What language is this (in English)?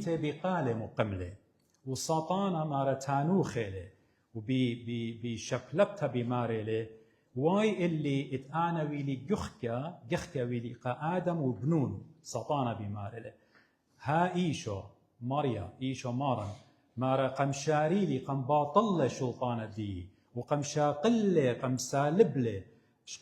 Assyrian Neo-Aramaic